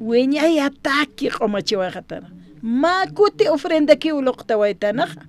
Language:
Aymara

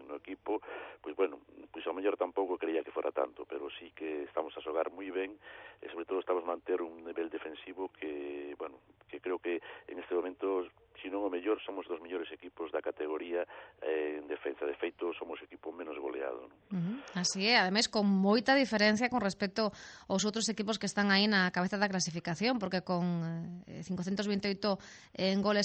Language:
Galician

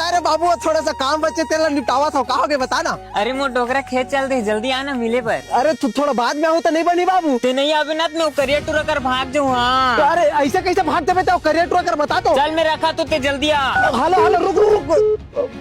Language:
Chhattisgarhi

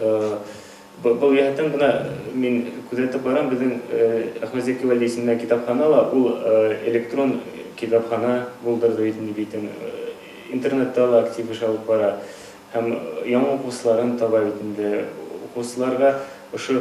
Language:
Bashkir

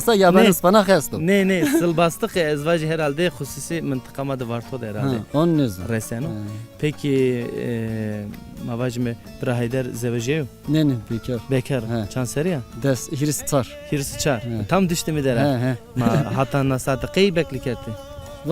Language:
Zaza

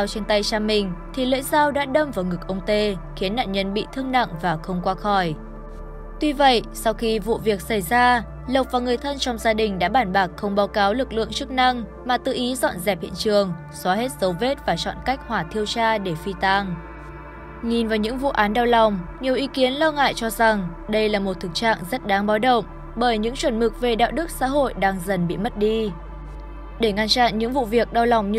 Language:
Vietnamese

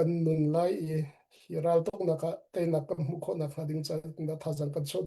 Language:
Hakha Chin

